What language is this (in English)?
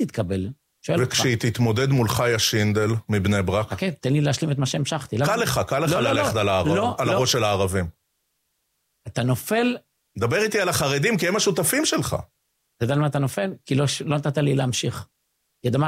Hebrew